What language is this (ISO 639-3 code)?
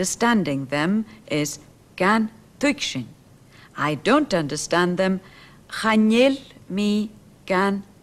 gla